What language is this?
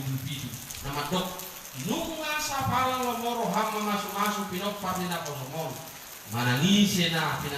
Batak Toba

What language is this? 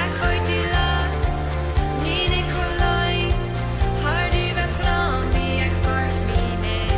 Plautdietsch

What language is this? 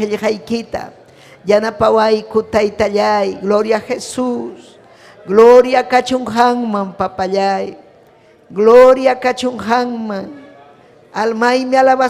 Ayacucho Quechua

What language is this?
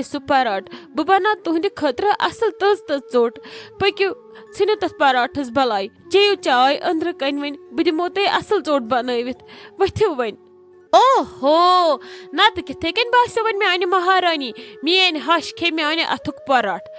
Kashmiri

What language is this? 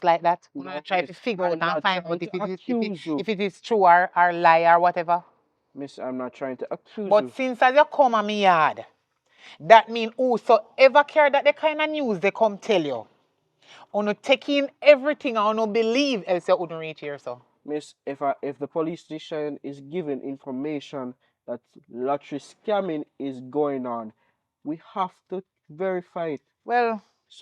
Jamaican Creole English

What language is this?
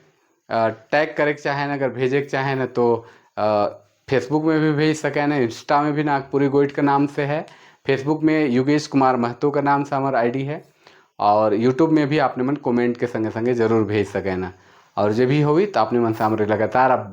Sadri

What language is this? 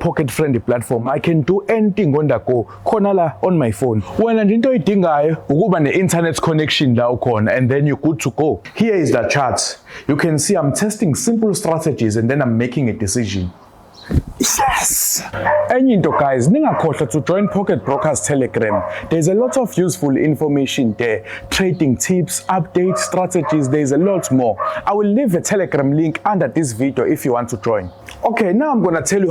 Zulu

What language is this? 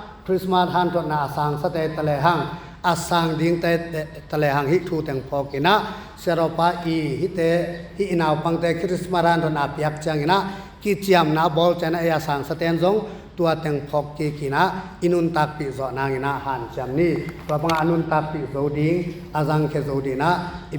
Tedim Chin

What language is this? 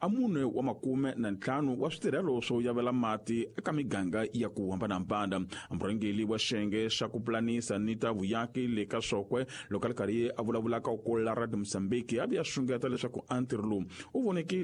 Tsonga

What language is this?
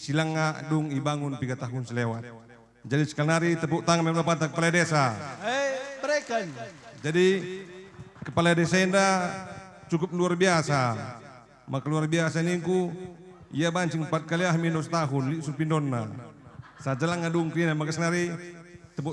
Batak Karo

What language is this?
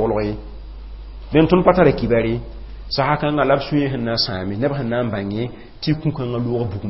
Mossi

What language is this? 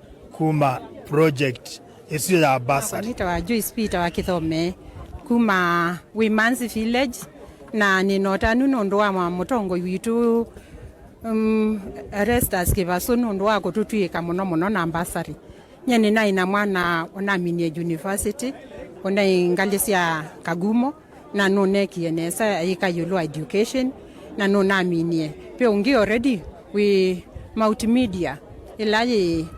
Kamba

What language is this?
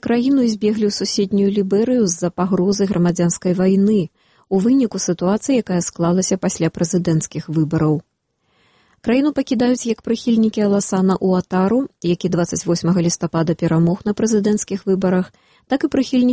Belarusian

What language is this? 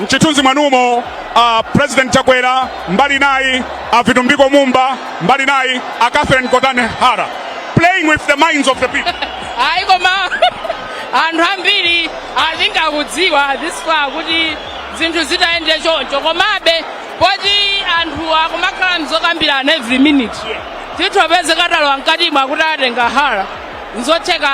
Nyanja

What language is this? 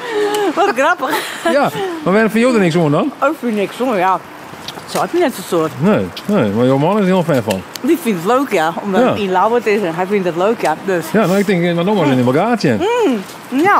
Western Frisian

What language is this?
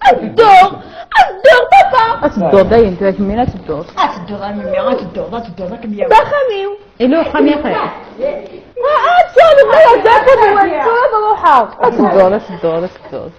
Kabyle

